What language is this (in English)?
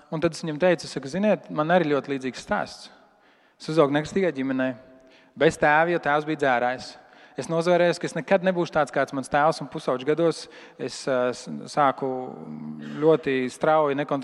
Latvian